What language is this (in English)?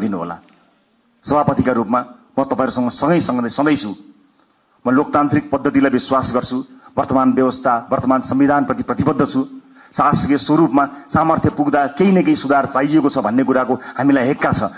Nepali